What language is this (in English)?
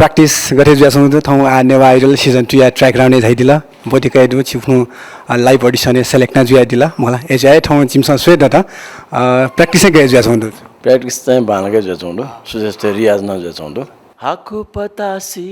Newari